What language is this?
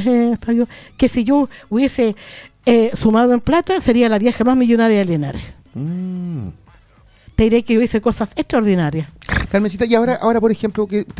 Spanish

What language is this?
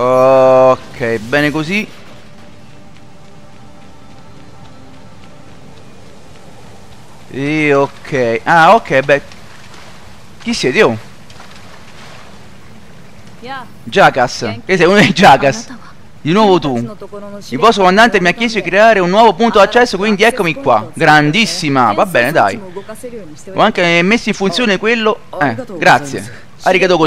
Italian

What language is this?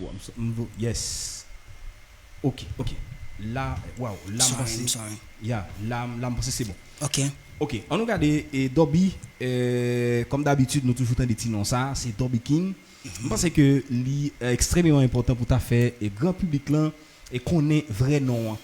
Haitian Creole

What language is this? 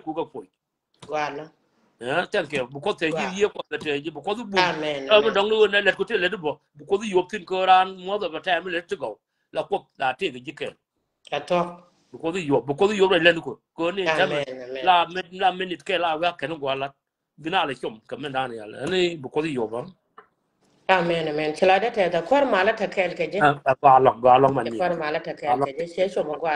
Nuer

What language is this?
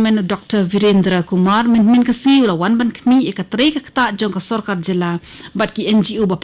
Khasi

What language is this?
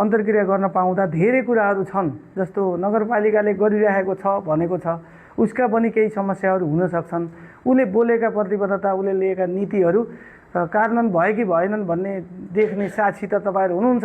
Nepali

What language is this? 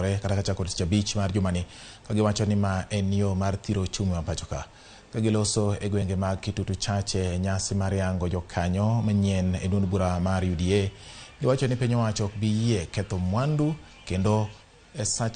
Luo (Kenya and Tanzania)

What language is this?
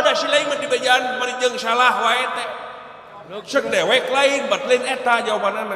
Sundanese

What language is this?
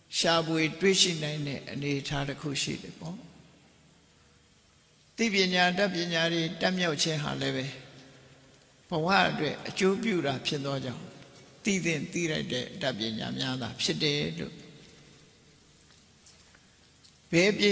Burmese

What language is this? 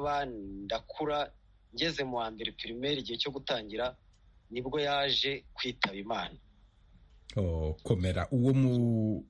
Kinyarwanda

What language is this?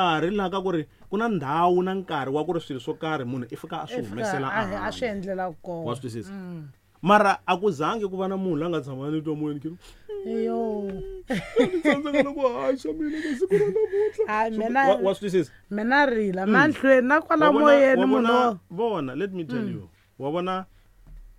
Tsonga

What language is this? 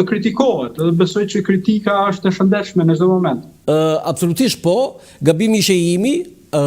Albanian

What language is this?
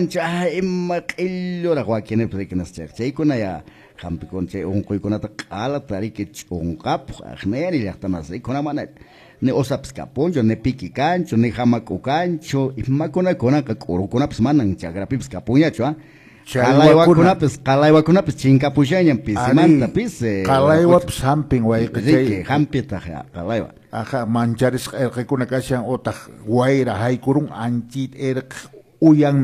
Quechua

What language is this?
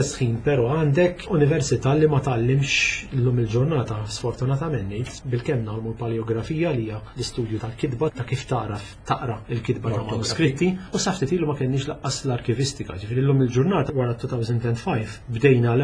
Maltese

